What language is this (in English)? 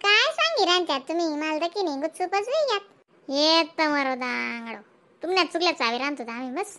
Khandesi